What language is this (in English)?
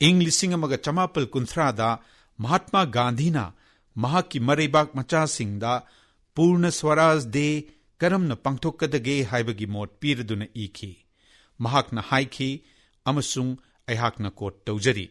Manipuri